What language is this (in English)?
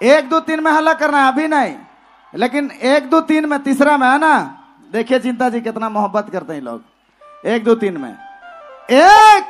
Sadri